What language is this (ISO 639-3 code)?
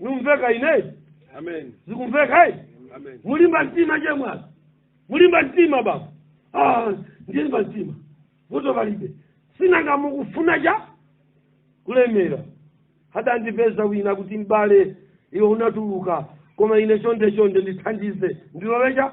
nya